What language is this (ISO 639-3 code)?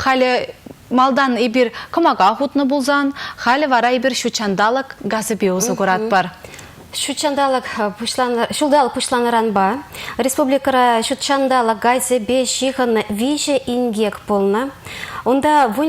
chv